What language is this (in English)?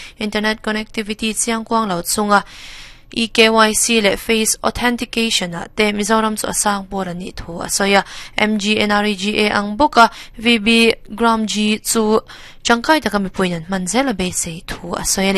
Mizo